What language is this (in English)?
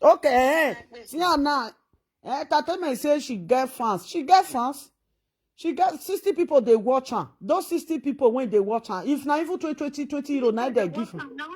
Nigerian Pidgin